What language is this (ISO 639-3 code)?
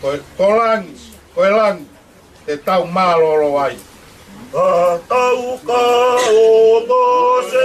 ton